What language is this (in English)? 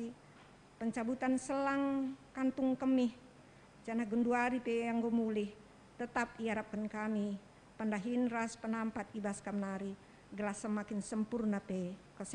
Batak Karo